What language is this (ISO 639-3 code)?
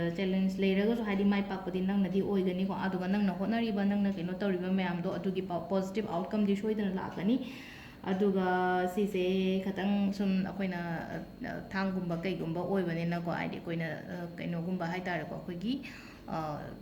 mni